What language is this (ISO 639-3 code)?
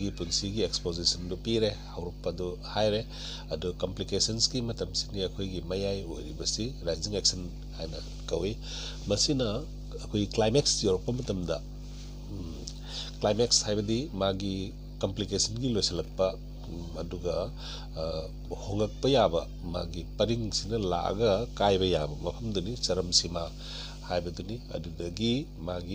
mni